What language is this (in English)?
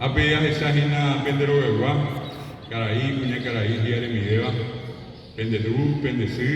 Guarani